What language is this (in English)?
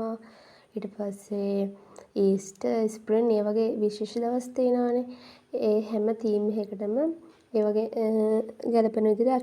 Sinhala